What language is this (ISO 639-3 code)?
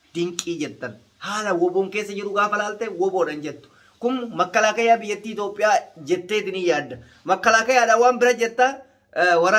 orm